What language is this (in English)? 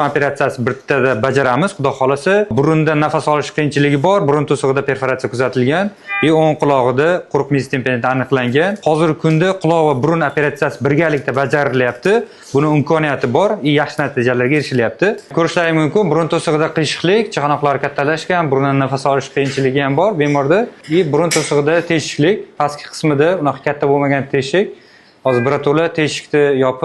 Uzbek